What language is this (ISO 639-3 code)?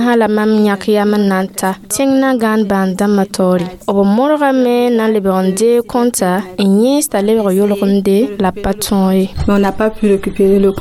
mos